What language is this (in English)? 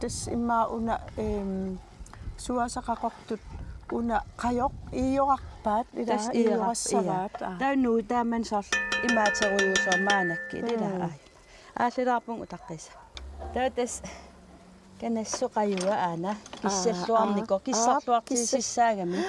Kalaallisut